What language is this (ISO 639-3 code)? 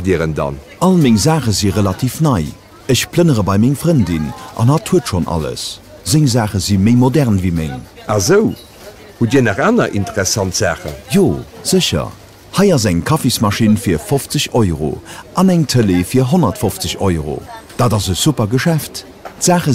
ltz